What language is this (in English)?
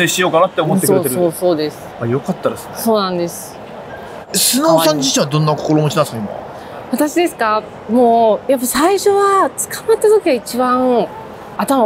Japanese